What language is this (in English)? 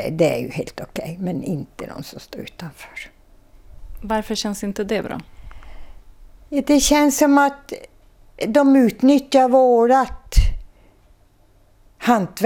Swedish